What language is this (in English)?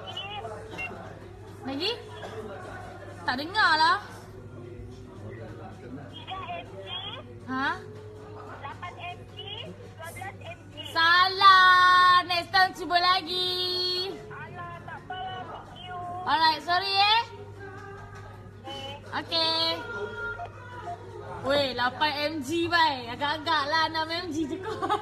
Malay